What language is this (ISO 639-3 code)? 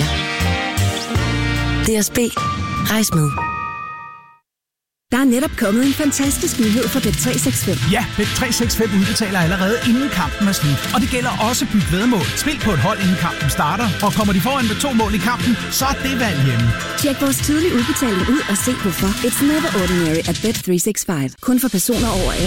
dan